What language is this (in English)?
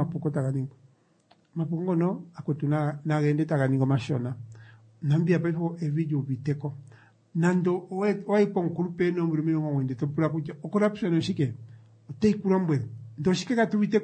Kuanyama